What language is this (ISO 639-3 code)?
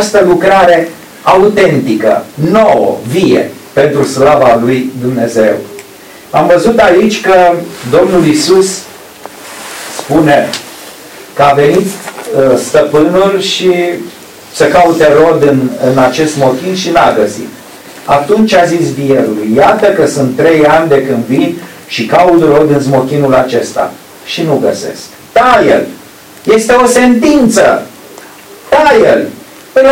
ron